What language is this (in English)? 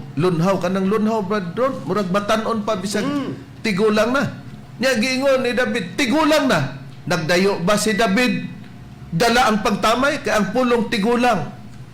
Cebuano